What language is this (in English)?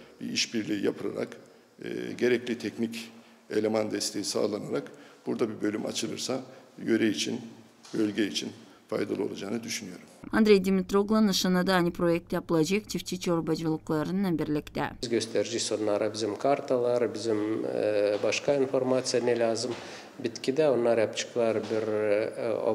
Gagauz